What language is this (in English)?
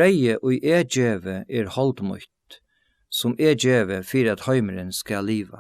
Faroese